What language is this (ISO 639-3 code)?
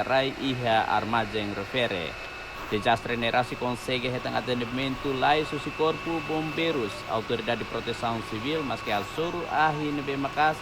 tet